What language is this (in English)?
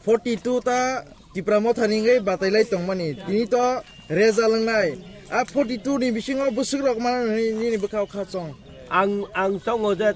Kok Borok